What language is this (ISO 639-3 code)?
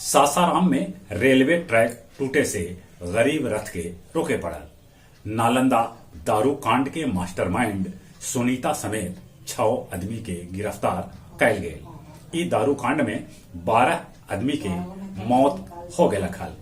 mag